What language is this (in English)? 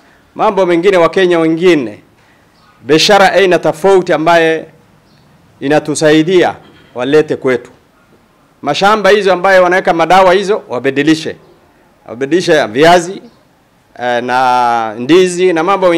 Swahili